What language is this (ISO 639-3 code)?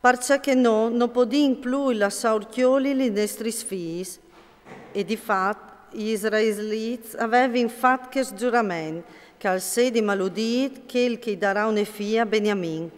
fur